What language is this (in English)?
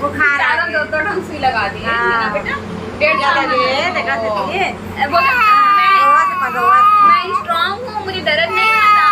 Chhattisgarhi